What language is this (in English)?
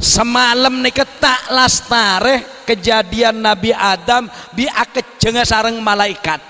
Madurese